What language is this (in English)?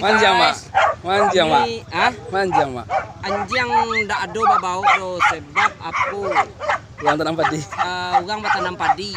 Minangkabau